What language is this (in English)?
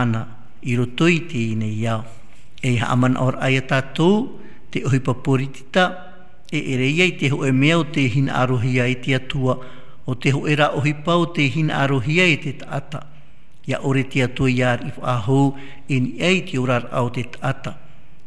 Tahitian